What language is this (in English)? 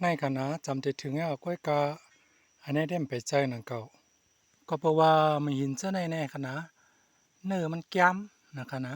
Shan